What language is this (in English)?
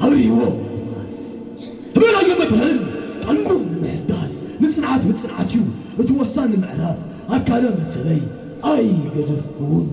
Tigrinya